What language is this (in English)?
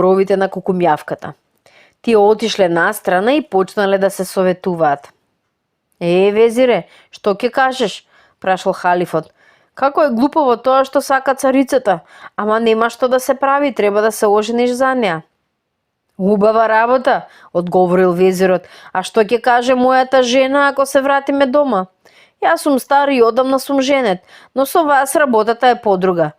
Macedonian